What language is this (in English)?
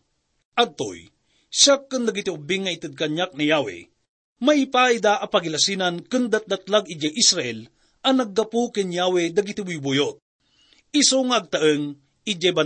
Iloko